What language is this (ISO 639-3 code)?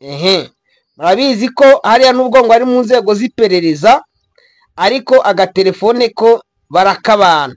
kin